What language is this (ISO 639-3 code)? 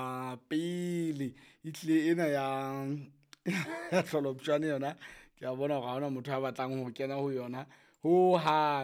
sot